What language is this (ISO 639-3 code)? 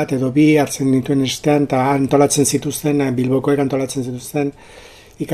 eus